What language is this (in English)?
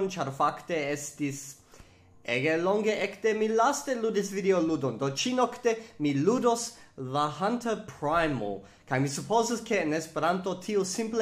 Esperanto